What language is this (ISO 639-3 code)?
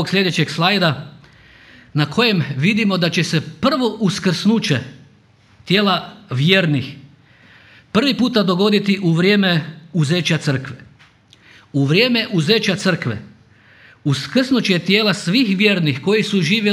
hrv